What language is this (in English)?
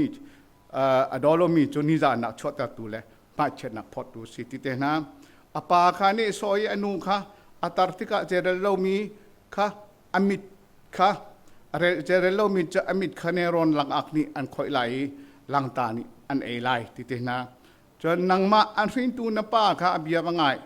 Hakha Chin